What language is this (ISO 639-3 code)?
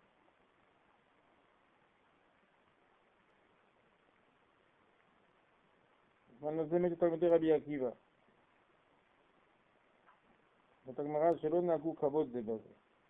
heb